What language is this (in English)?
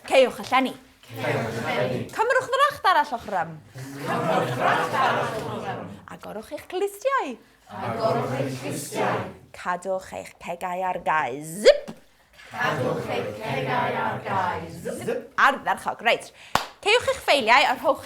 Welsh